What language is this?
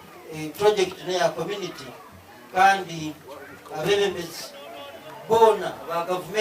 Nyankole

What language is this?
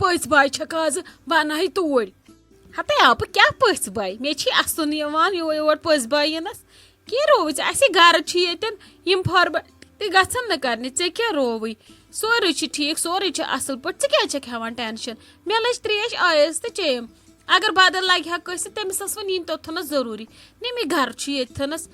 Kashmiri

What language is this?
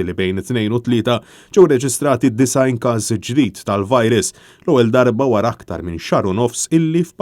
Maltese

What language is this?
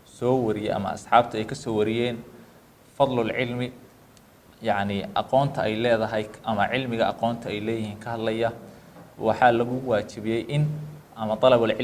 Somali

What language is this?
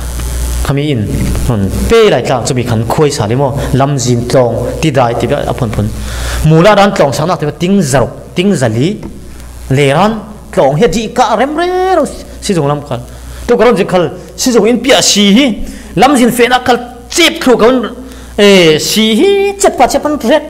Falam Chin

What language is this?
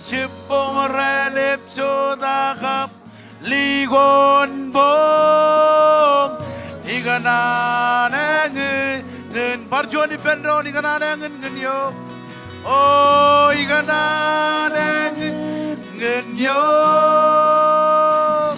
Marshallese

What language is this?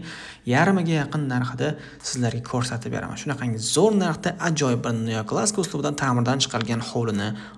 Uzbek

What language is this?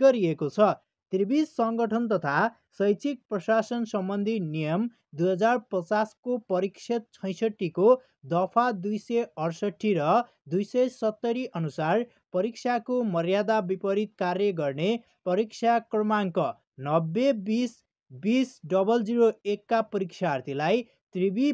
Nepali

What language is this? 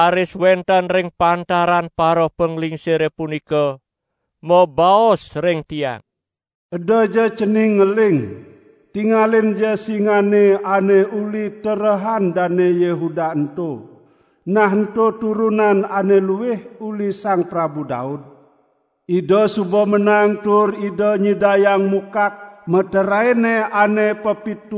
Balinese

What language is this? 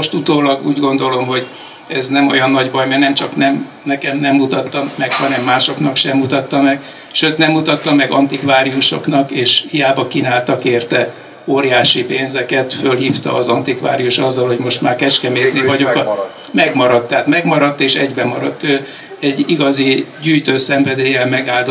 Hungarian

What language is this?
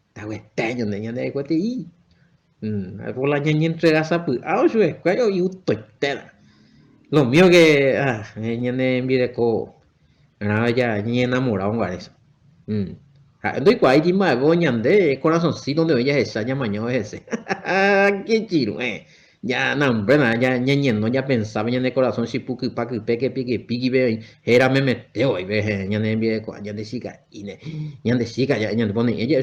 Guarani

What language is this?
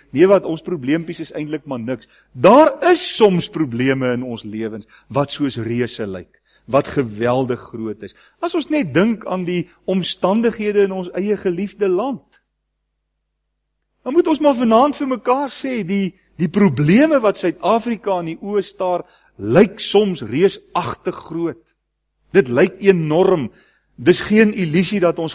Afrikaans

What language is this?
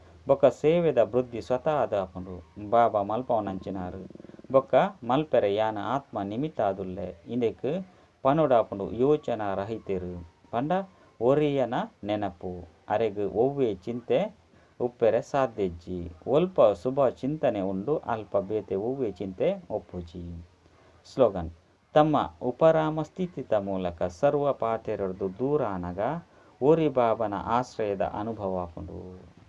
Tulu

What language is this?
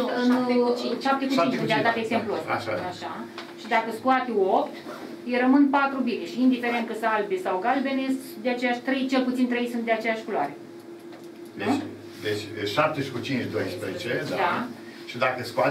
Romanian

